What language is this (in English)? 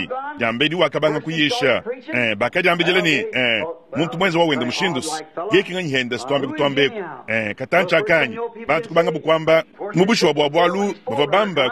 Luba-Lulua